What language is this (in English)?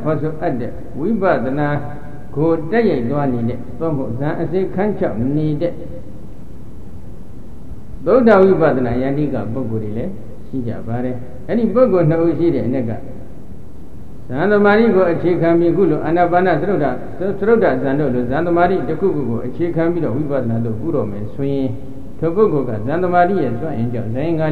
Burmese